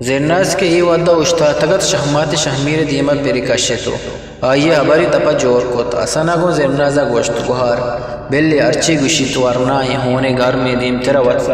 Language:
Eastern Balochi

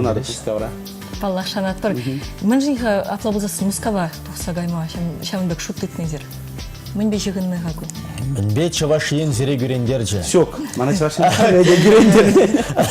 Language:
Chuvash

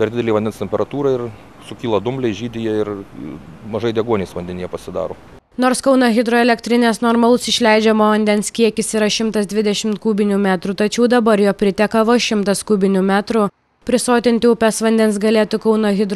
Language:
Lithuanian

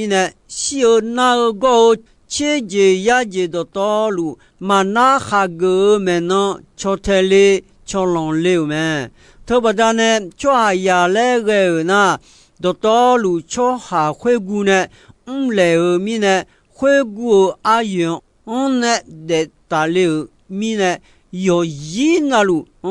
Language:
Akha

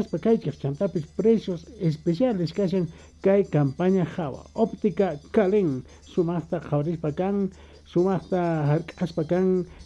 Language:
Quechua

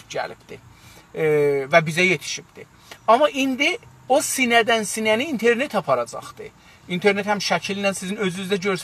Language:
South Azerbaijani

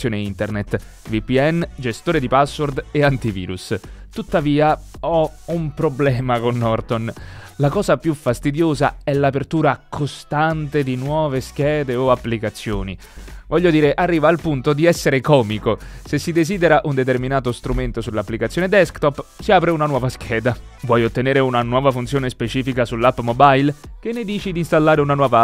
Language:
Italian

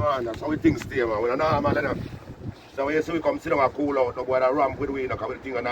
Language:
Jamaican Creole English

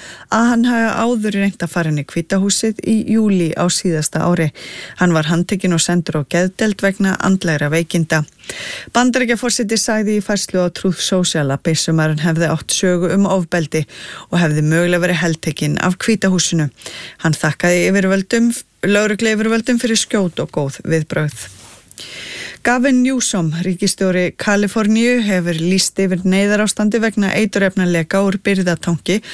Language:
Icelandic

